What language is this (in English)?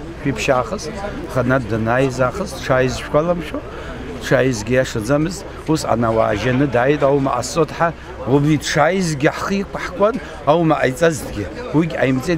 Abkhazian